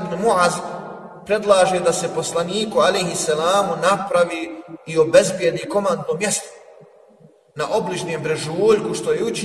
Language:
Bosnian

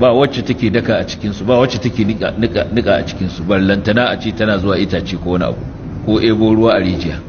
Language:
Hausa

